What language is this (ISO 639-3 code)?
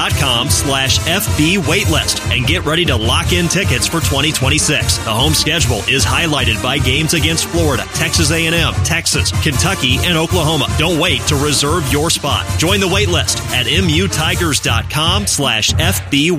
eng